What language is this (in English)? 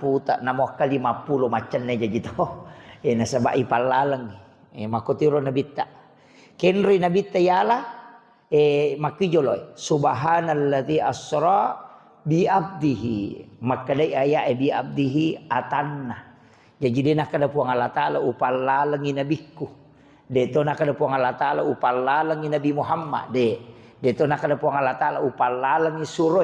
Buginese